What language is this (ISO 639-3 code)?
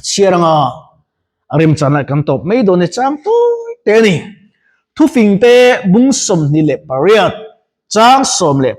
lus